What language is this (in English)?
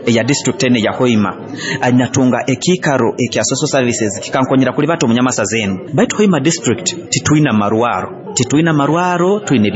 Nyoro